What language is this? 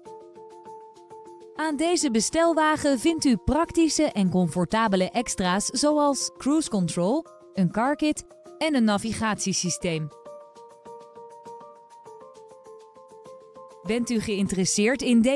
Dutch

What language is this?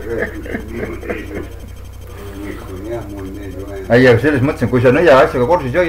Estonian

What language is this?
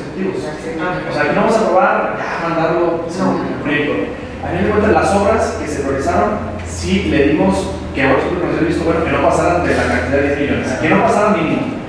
Spanish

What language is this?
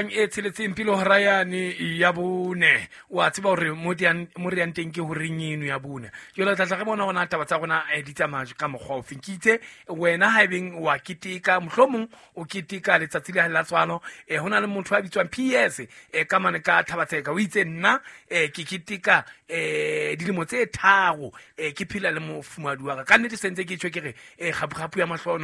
Southern Sotho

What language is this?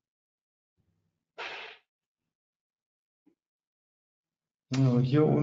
German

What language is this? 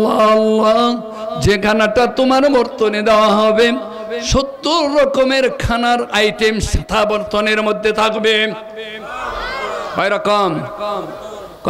Bangla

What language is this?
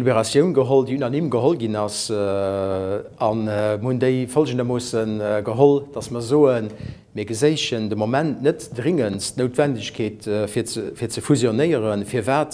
Luxembourgish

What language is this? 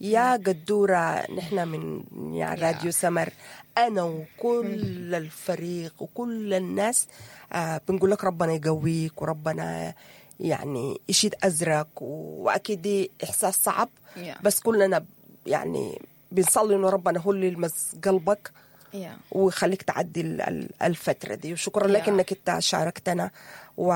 Sudanese Arabic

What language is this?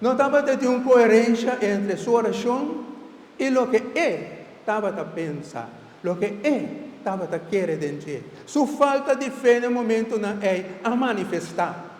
Papiamento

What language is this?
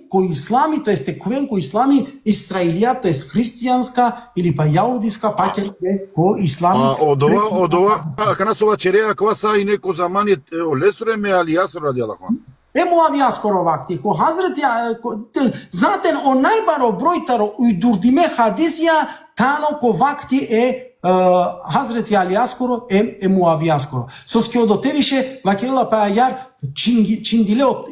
Balkan Romani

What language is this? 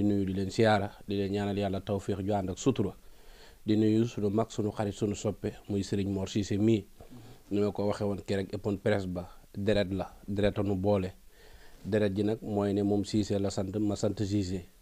Wolof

